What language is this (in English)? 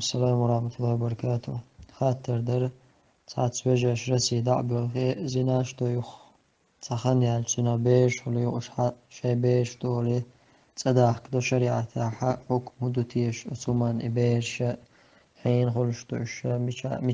Chechen